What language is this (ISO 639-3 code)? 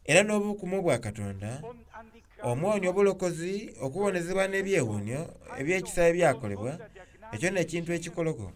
xog